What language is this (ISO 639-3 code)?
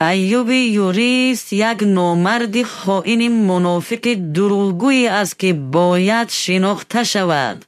tgk